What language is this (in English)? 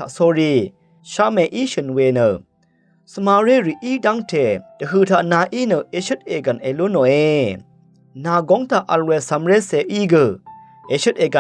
Rawang